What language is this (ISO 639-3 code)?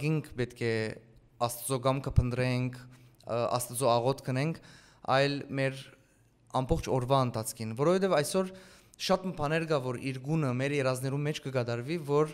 hyw